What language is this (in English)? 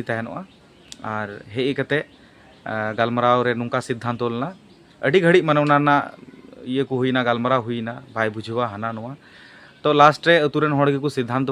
Santali